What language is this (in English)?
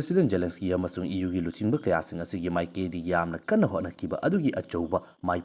Manipuri